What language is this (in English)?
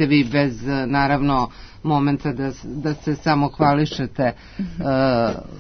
Serbian